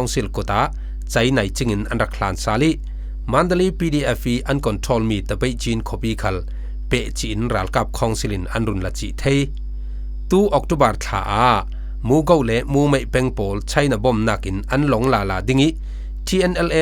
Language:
Falam Chin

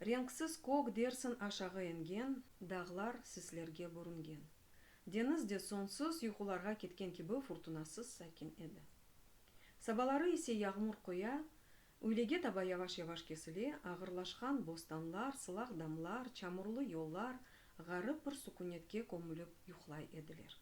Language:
Crimean Tatar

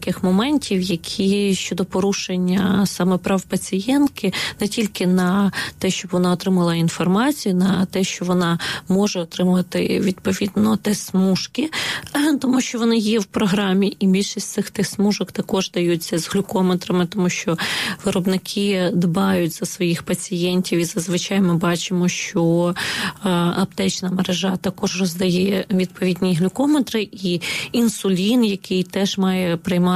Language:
Ukrainian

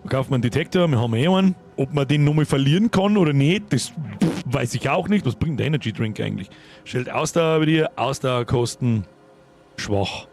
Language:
Bavarian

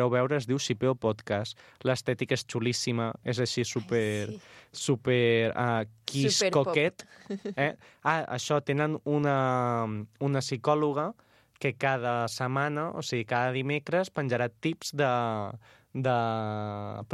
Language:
Catalan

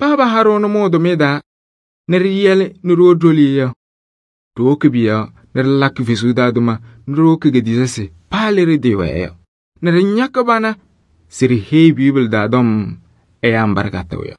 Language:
Kabiyè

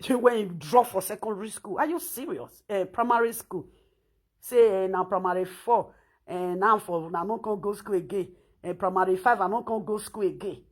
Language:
Nigerian Pidgin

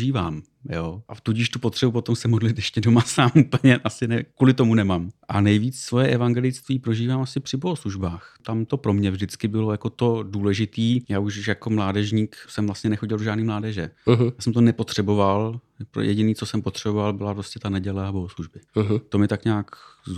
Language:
Czech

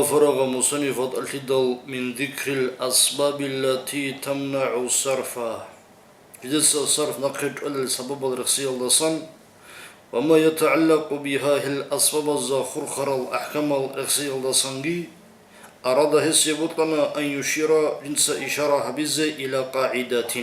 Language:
Avaric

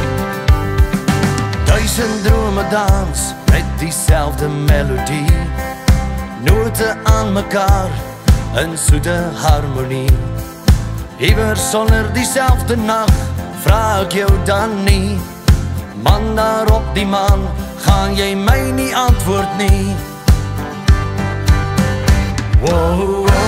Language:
Afrikaans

